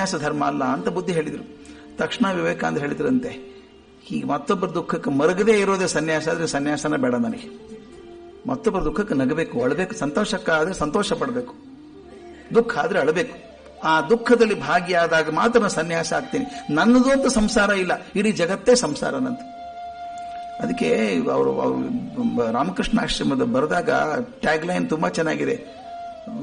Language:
Kannada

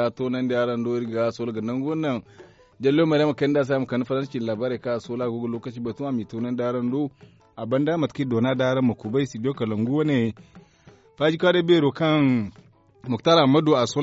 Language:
Zarma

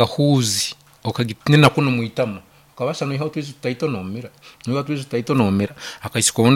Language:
Nyoro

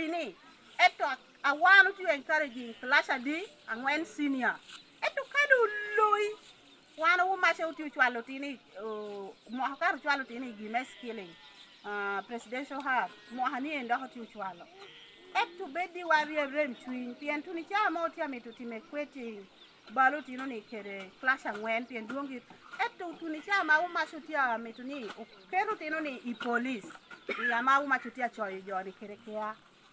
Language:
Lango (Uganda)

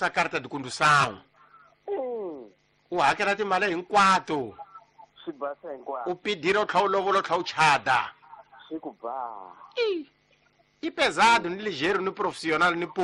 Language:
Tsonga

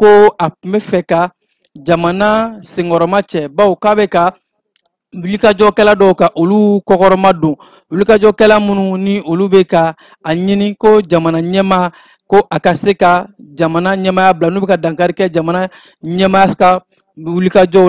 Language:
Bambara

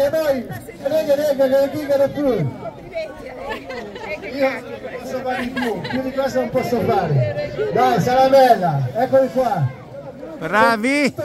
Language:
Italian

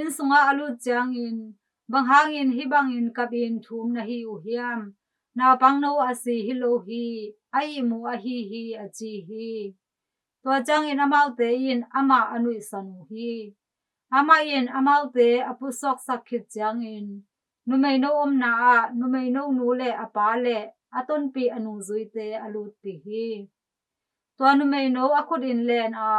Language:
Tedim Chin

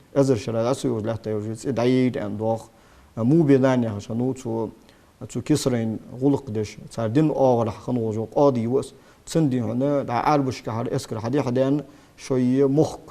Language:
Ingush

